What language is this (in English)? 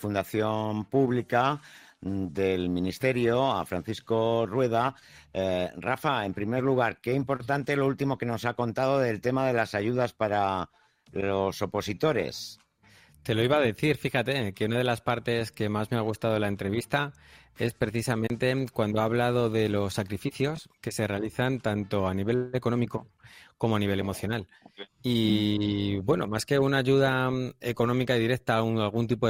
Spanish